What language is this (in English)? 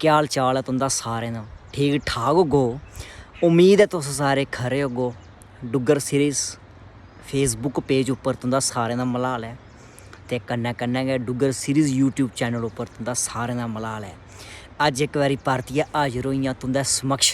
Dogri